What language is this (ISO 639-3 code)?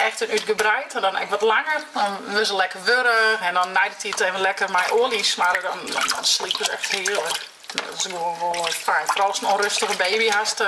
fry